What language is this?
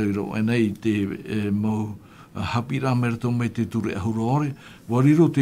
Tahitian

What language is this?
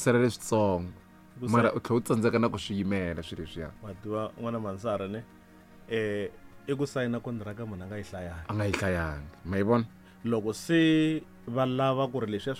Tsonga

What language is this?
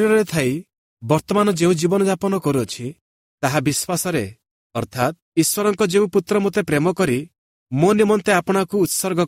Odia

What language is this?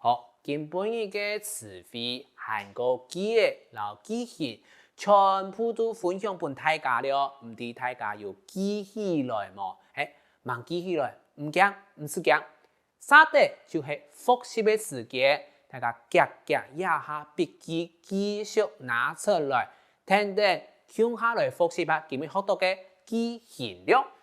Hakka Chinese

